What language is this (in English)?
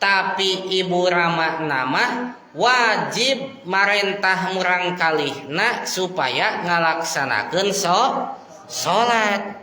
Sundanese